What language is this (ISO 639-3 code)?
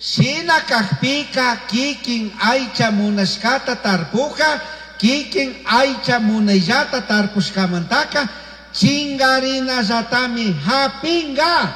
qug